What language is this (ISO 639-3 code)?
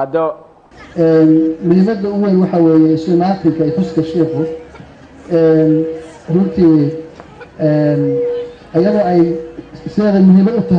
som